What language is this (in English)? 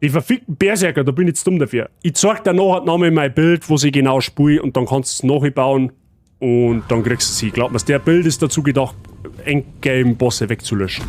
Bavarian